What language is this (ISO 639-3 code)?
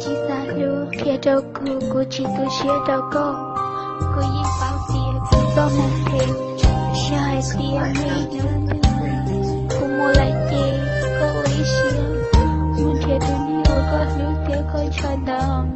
hmn